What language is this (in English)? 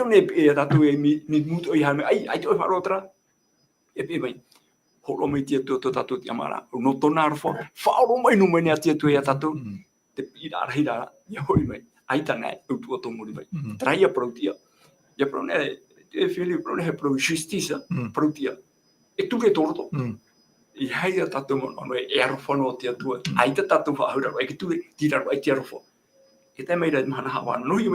Tahitian